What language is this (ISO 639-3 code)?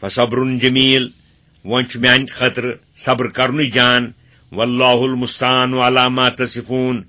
kas